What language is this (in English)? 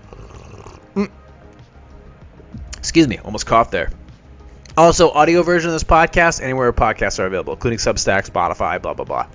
English